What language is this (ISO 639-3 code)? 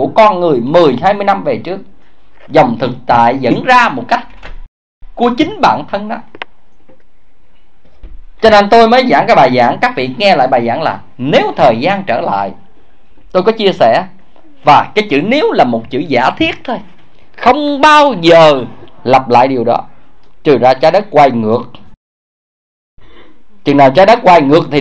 vie